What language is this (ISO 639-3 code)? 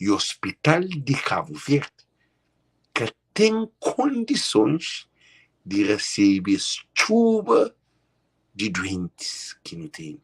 kea